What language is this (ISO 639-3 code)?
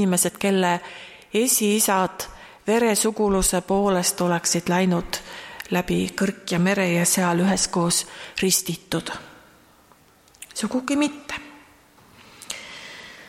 est